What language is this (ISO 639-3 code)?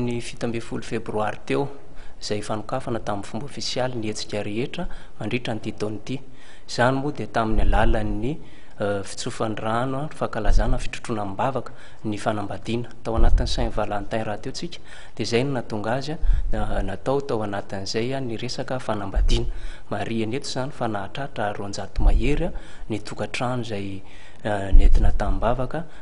mlg